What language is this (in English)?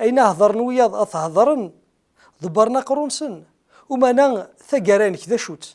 Kabyle